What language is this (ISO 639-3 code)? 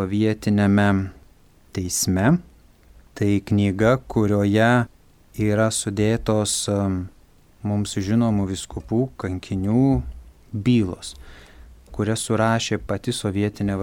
lit